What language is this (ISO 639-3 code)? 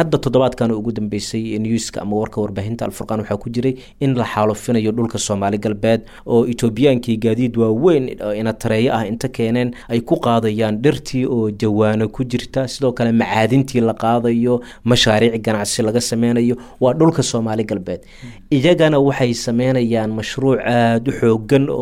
som